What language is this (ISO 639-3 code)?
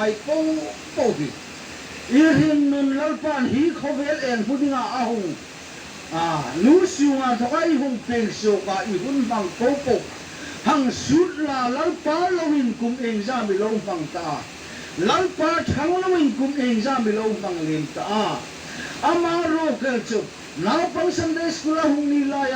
hmr